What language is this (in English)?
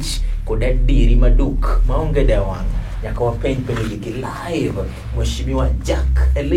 Luo (Kenya and Tanzania)